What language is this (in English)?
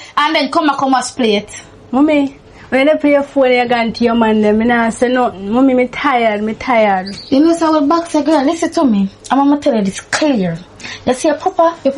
Jamaican Creole English